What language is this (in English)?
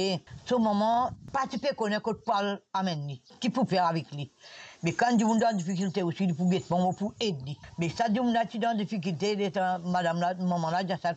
Morisyen